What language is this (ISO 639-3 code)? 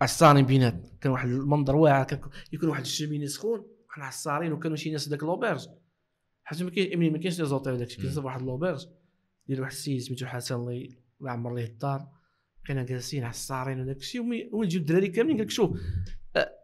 ary